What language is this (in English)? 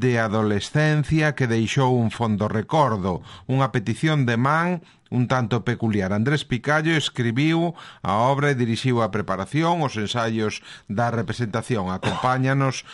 Galician